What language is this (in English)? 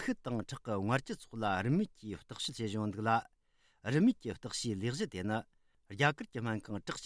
Tibetan